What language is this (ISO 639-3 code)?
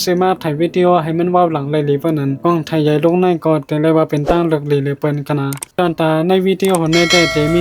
shn